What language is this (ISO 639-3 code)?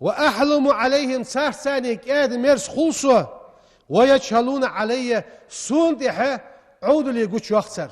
inh